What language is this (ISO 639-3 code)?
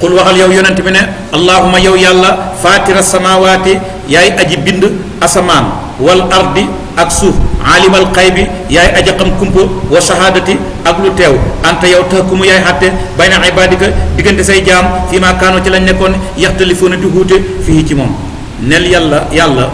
wol